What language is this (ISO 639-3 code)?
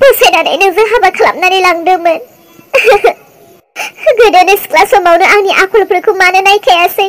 brx